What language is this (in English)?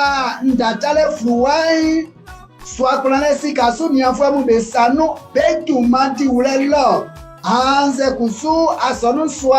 Baoulé